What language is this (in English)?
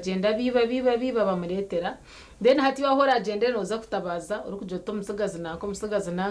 Nyankole